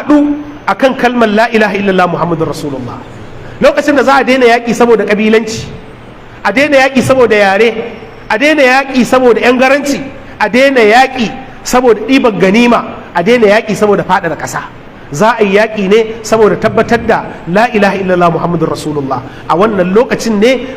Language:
Hausa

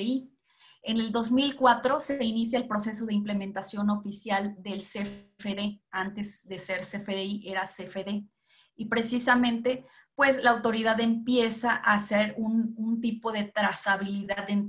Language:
Spanish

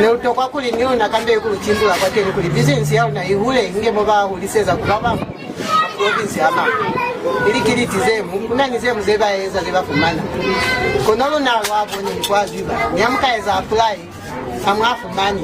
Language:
Lozi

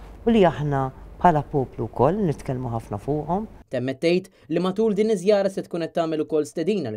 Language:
Maltese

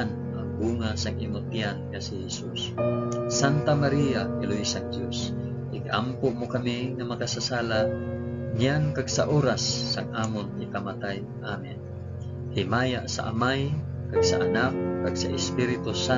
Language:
Hiligaynon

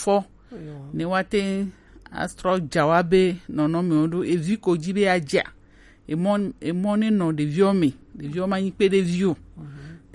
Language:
Gen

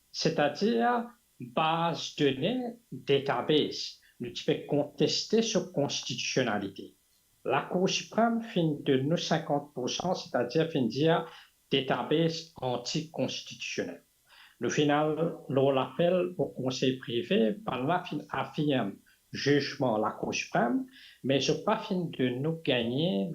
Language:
Morisyen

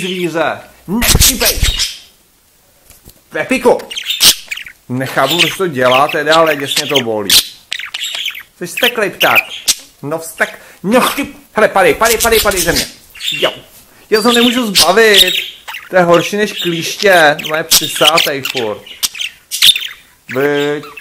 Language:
Czech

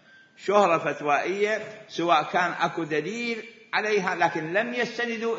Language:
Mesopotamian Arabic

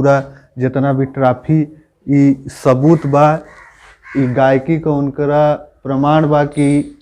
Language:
Bhojpuri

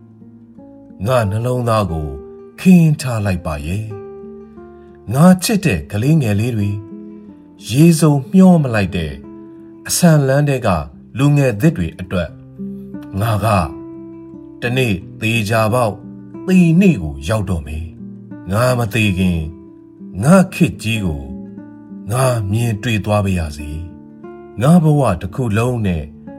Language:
Burmese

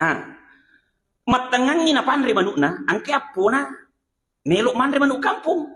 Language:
Buginese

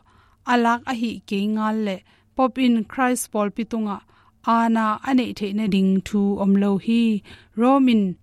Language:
Tedim Chin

